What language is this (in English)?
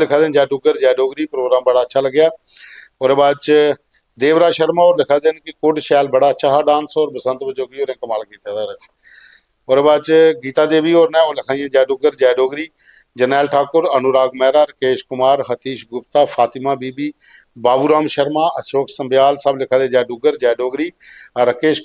Dogri